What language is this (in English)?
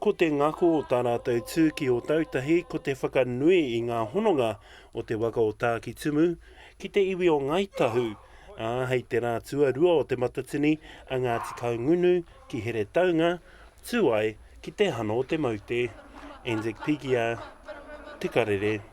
Māori